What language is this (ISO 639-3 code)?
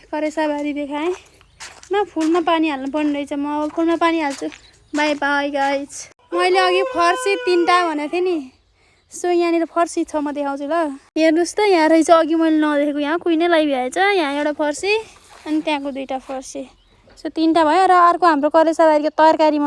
nep